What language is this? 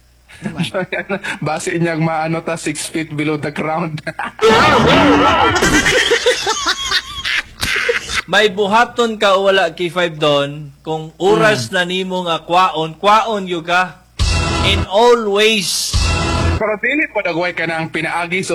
Cebuano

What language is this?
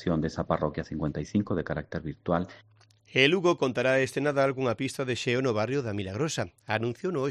Galician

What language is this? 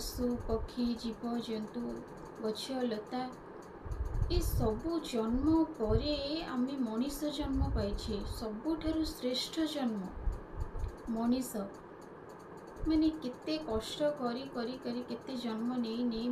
Odia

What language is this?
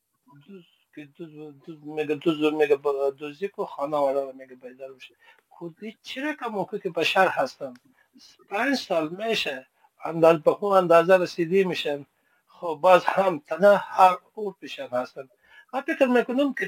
Persian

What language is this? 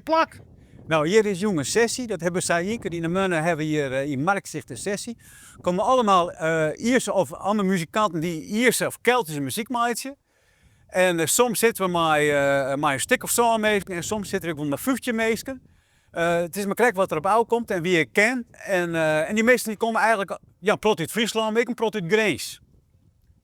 Western Frisian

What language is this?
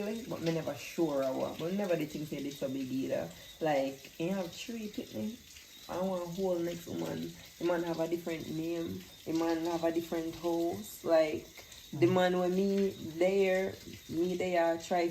Jamaican Creole English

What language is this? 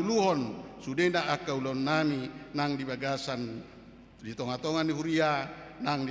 Batak Toba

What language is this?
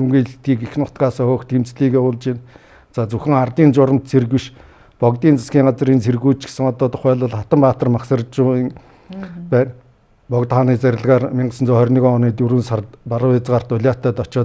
Mongolian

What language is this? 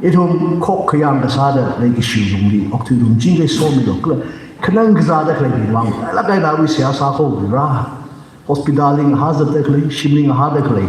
Tangkhul Naga (India)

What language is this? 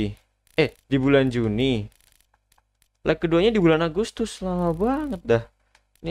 Indonesian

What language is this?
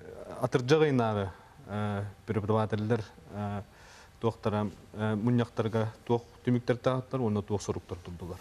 Yakut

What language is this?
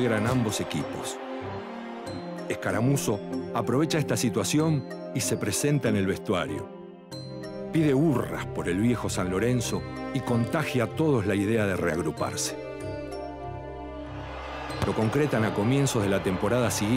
Spanish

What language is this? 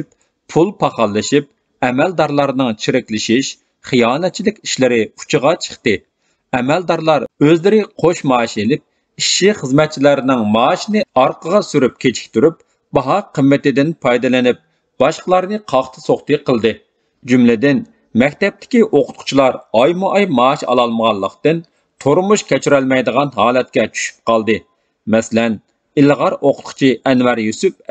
Uyghur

